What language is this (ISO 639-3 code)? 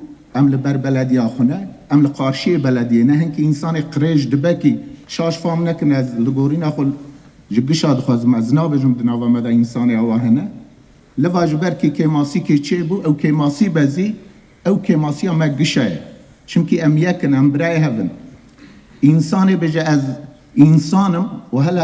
kur